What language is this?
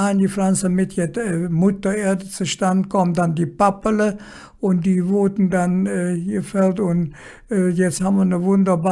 Colognian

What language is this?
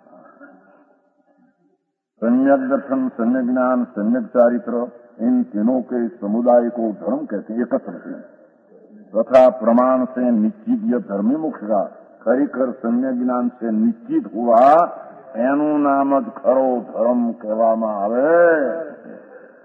Gujarati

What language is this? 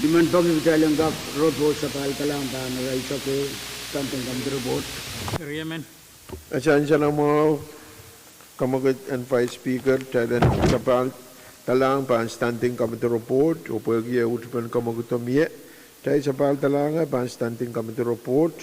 Pohnpeian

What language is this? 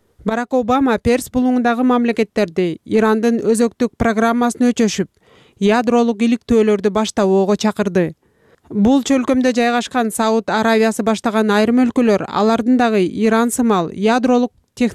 Kyrgyz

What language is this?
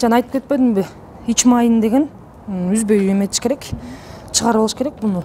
Kyrgyz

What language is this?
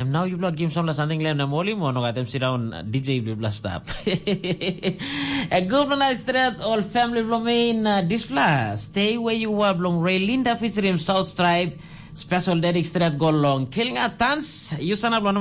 Tok Pisin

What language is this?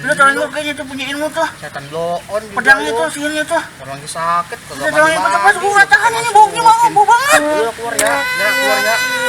Betawi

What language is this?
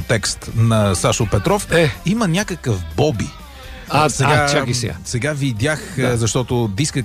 Bulgarian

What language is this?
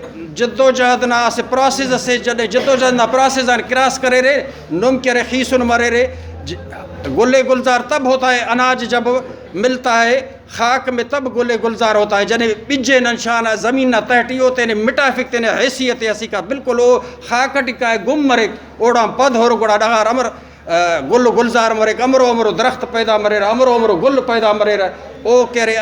Brahui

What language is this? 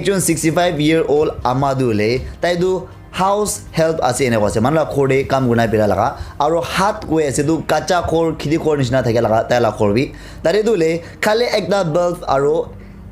Naga Pidgin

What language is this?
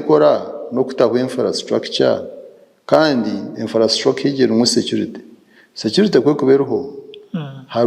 Nyankole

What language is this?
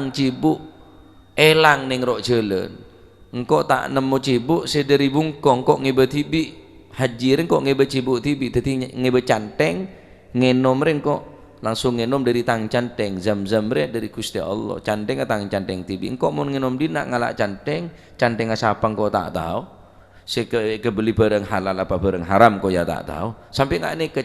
Madurese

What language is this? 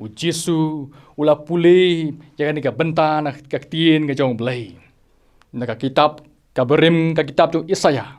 Khasi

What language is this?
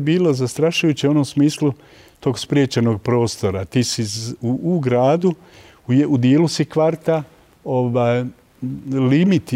Bosnian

